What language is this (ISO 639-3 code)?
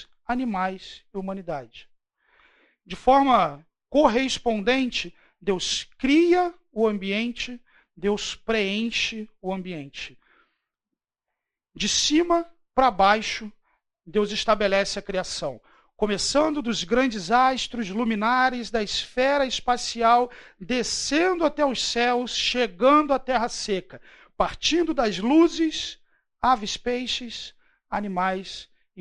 por